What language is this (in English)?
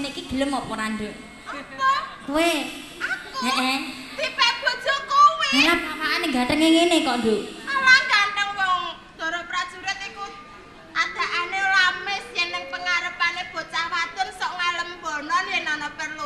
Javanese